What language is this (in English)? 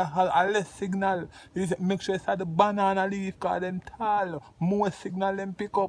Jamaican Creole English